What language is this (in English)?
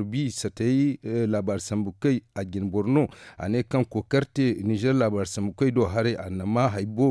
Zarma